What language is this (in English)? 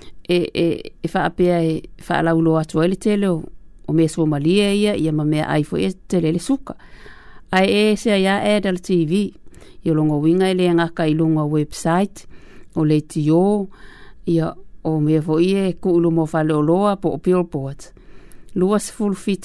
Samoan